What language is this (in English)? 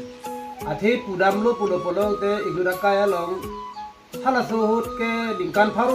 Karbi